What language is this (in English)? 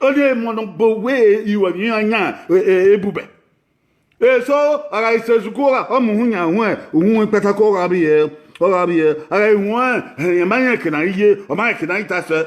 Bini